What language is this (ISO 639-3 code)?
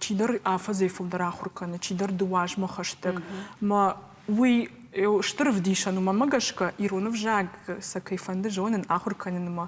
oss